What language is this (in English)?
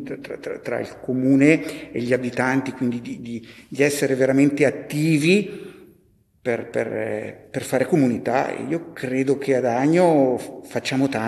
Italian